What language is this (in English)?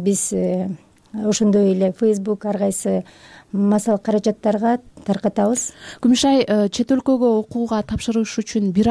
Kyrgyz